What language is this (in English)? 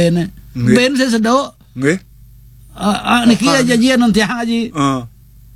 Balinese